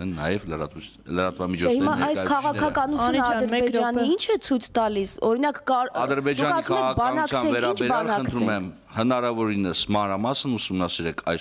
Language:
Armenian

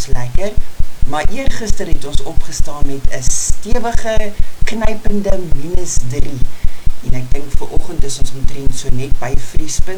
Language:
Afrikaans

